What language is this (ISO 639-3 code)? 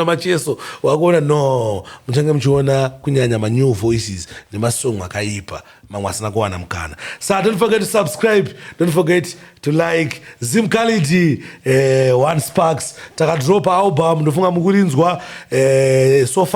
sna